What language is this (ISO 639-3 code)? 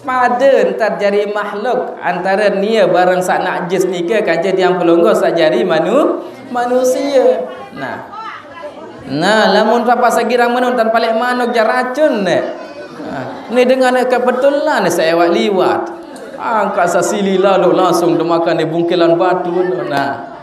sas